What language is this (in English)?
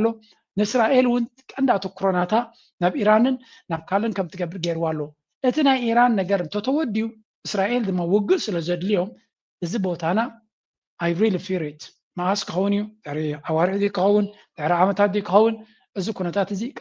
Tigrinya